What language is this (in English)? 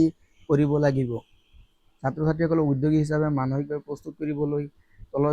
Assamese